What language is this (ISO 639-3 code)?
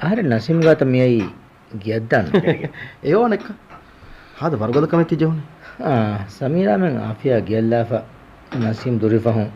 div